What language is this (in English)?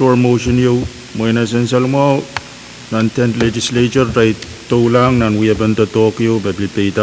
Pohnpeian